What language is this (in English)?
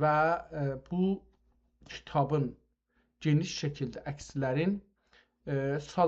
South Azerbaijani